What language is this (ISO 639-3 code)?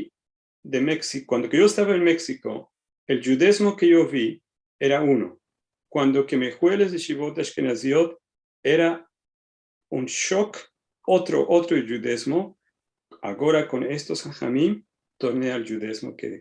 lad